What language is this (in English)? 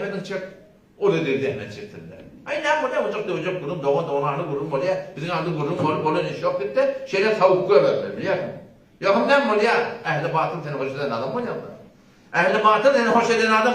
Turkmen